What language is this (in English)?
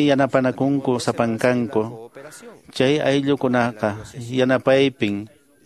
Quechua